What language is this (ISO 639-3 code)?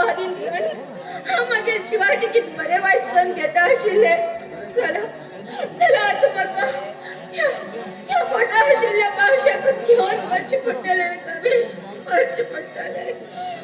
kok